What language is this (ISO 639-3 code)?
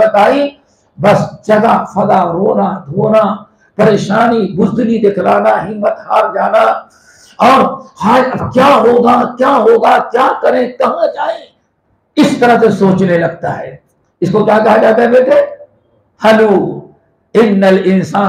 urd